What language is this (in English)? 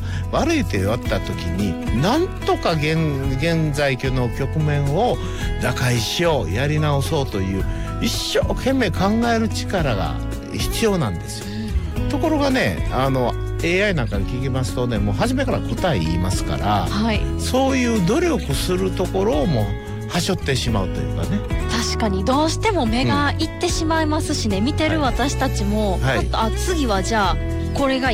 Japanese